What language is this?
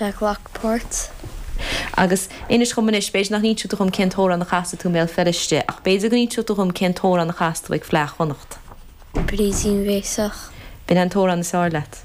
Irish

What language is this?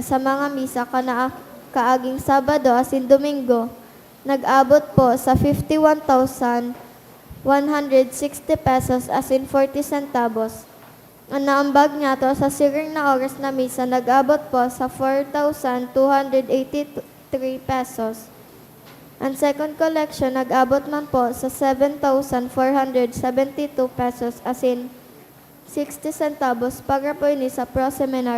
Bikol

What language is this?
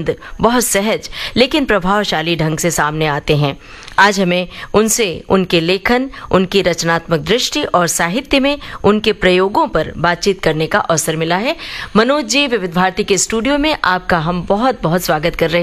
Hindi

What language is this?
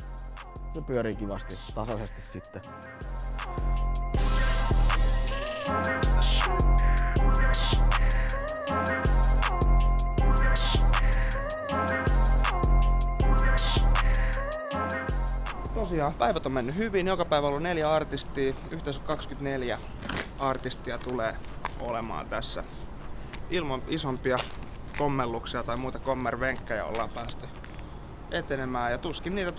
Finnish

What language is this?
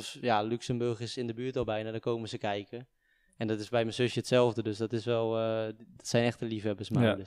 Dutch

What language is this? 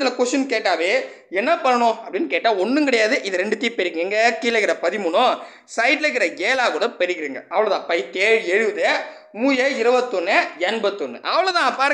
Tamil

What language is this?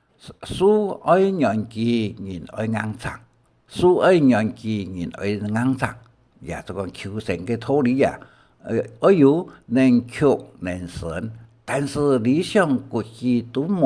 Hakka Chinese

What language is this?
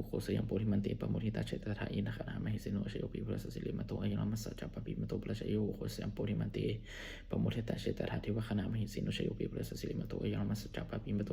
Pali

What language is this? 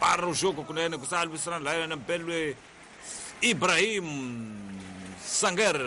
Tsonga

